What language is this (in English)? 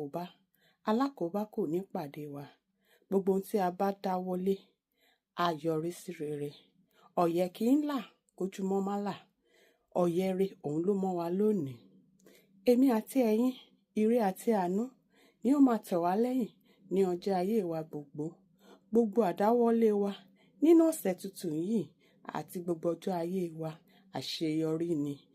Yoruba